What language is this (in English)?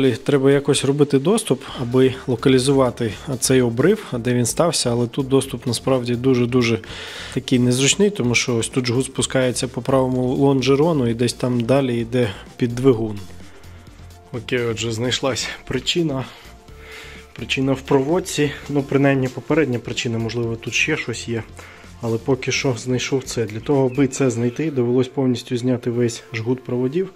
Ukrainian